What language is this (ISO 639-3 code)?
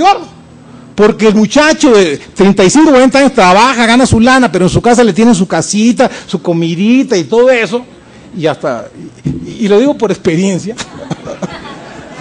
spa